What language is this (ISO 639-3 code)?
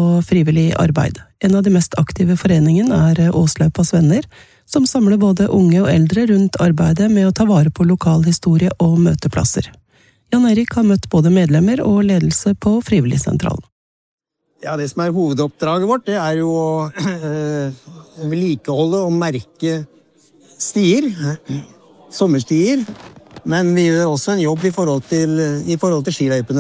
nor